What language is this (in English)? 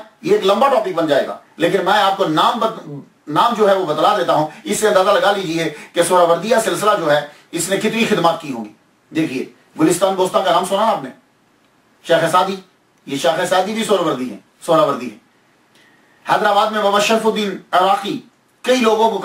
Urdu